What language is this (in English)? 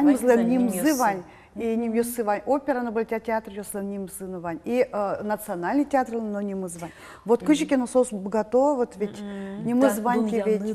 Udmurt